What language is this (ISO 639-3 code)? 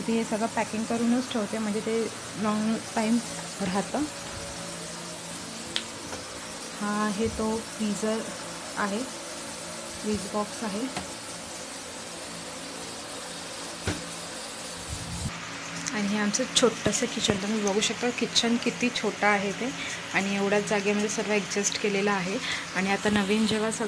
mar